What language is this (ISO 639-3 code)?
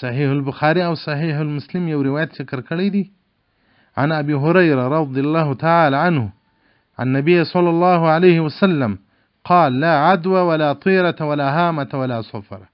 pus